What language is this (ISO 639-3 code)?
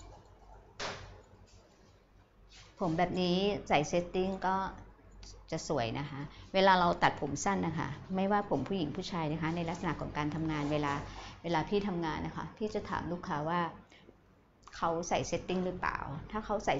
tha